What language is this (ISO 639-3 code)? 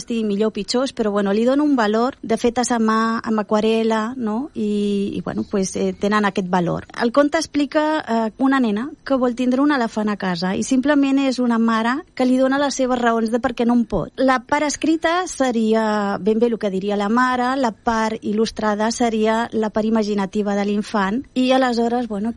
cat